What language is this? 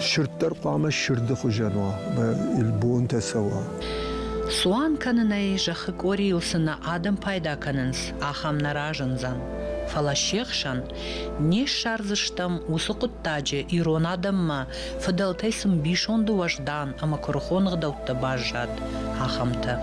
Ossetic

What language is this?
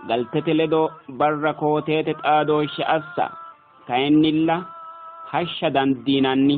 Sidamo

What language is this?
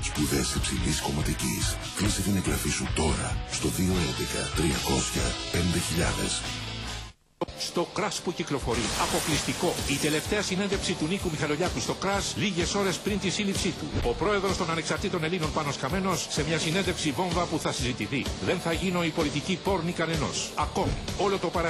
Greek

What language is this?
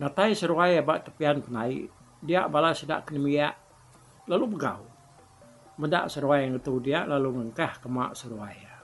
Iban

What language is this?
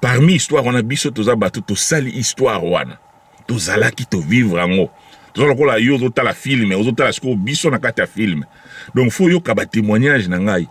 Lingala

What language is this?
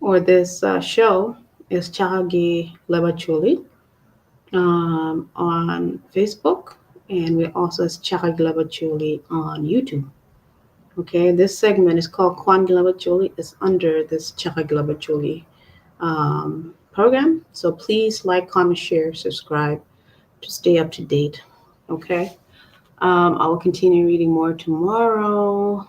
Acoli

